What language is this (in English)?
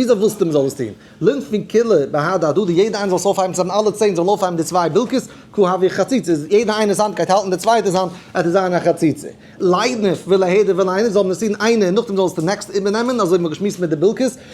Yiddish